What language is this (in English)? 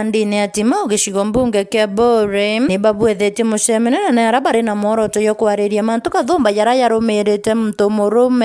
Meru